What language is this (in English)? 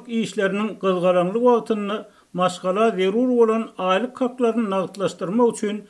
Turkmen